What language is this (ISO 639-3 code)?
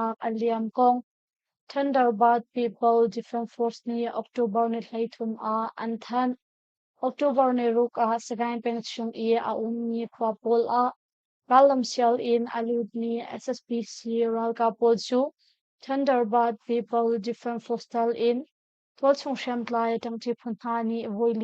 cnh